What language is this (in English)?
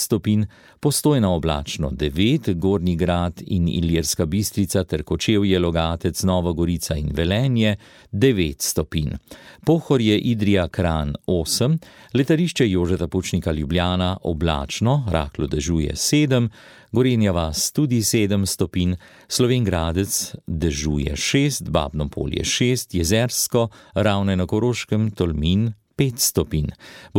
Slovenian